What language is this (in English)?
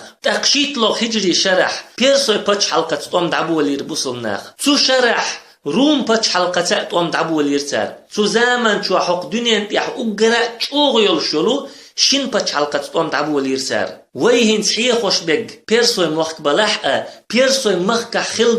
Chechen